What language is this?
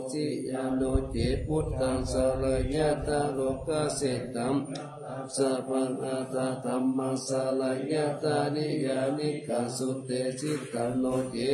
Pali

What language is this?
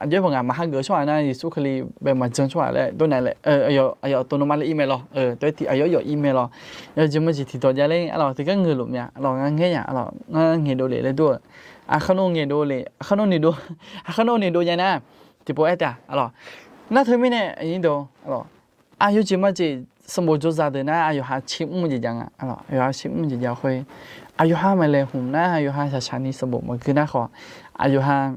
Akha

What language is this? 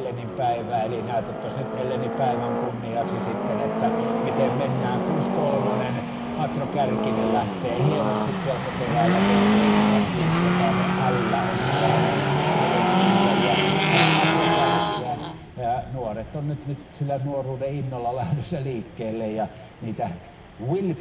Finnish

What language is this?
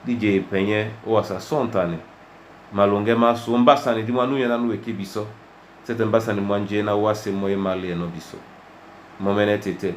Duala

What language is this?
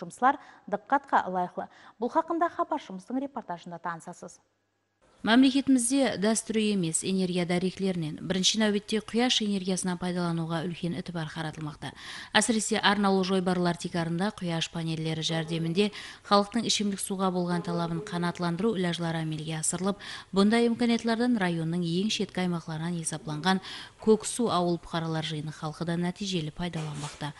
Kara-Kalpak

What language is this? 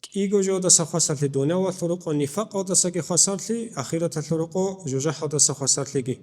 Avaric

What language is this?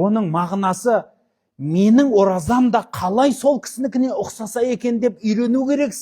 Kazakh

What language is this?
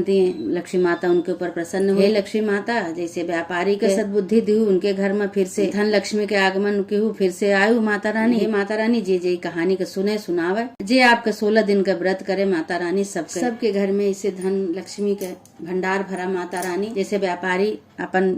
Awadhi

